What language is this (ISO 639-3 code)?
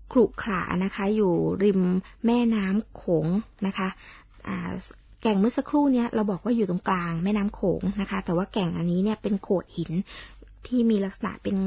tha